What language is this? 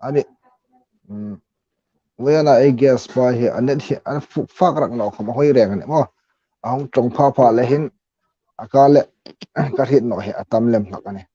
Hmar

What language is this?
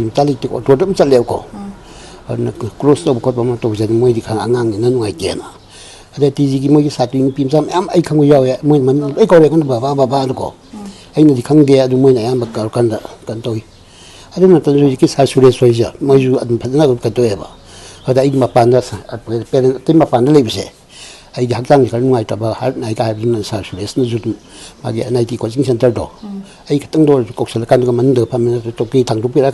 Manipuri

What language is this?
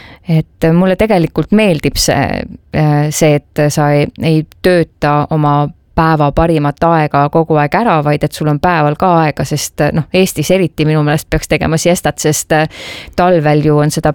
Estonian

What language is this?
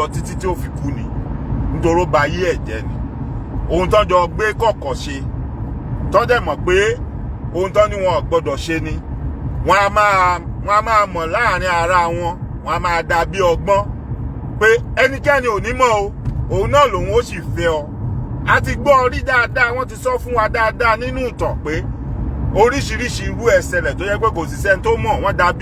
Yoruba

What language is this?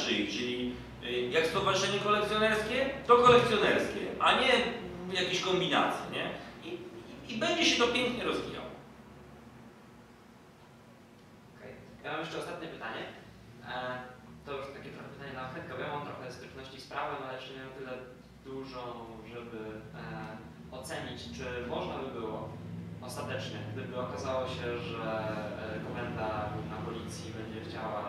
Polish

